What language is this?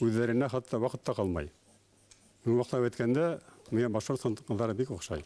Bashkir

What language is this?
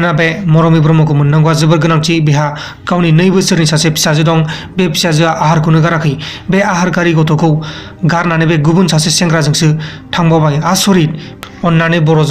Bodo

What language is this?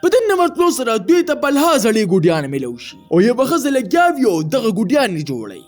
Pashto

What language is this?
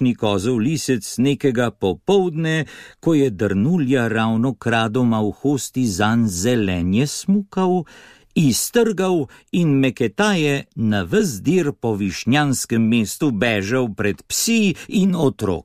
Slovenian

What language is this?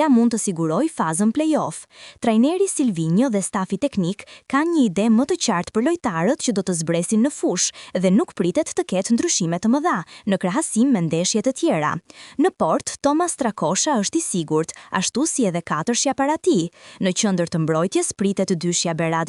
Albanian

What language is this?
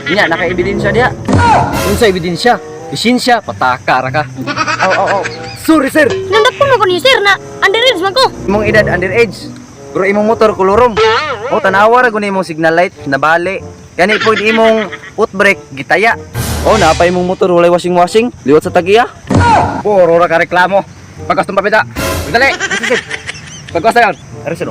Cebuano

